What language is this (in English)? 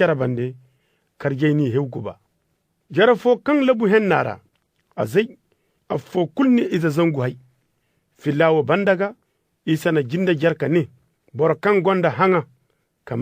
Zarma